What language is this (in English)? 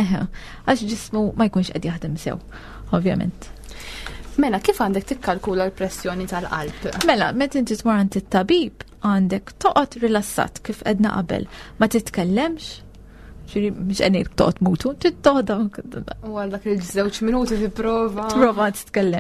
Maltese